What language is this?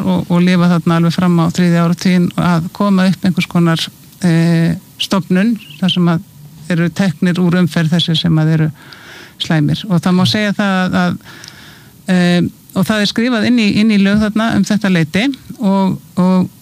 Icelandic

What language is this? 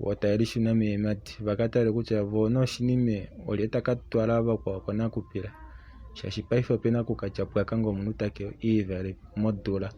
Kuanyama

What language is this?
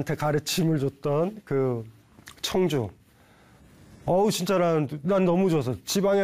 Korean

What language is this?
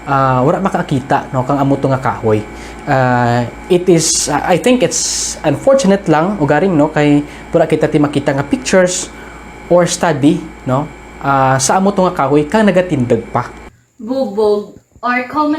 Kinaray-a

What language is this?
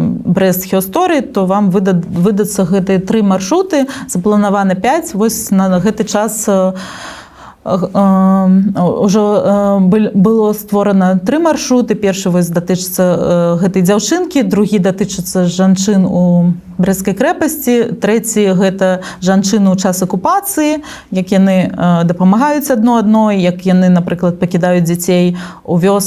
Belarusian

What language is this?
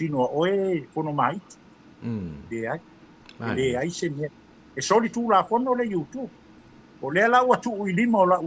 Samoan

